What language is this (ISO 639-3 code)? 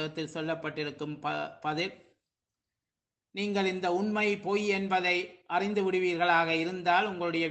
tam